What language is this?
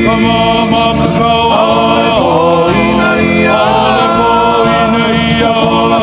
Hawaiian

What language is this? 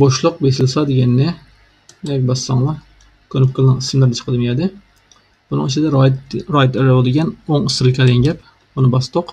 Uyghur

